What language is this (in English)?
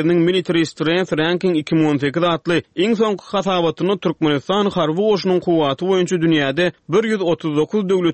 Turkmen